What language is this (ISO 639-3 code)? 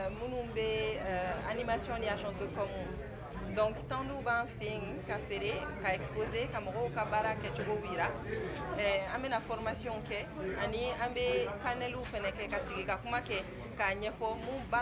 bam